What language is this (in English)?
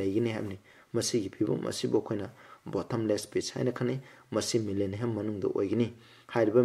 Manipuri